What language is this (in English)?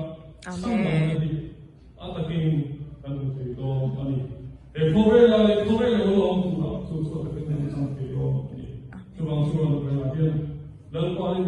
Mizo